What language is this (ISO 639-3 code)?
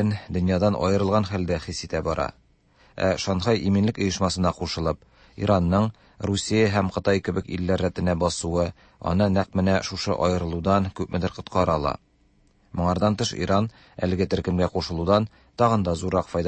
tat